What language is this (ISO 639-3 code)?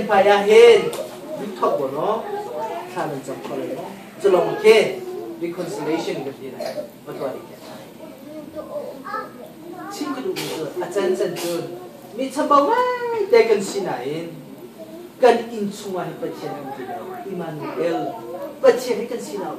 cnh